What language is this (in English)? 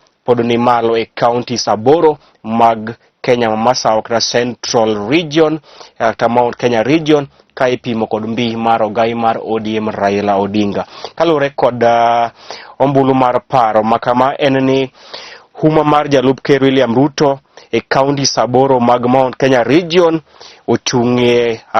Luo (Kenya and Tanzania)